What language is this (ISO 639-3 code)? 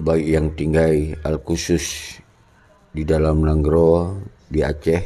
ace